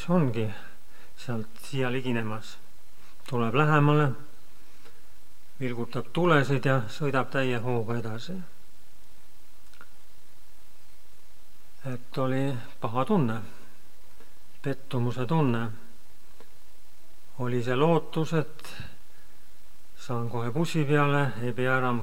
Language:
Estonian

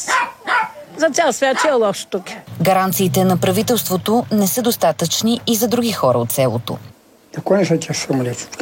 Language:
Bulgarian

